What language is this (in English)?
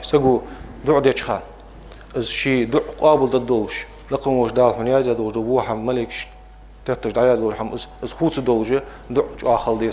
Ingush